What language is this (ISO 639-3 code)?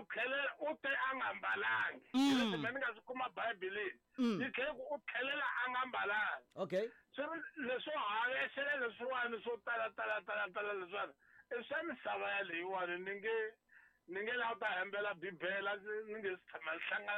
tso